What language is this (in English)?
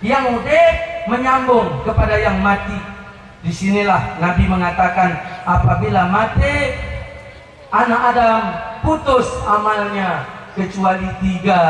Achinese